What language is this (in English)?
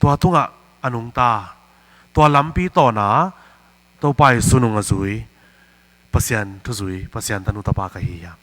Tedim Chin